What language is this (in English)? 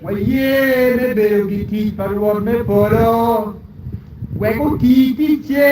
Acoli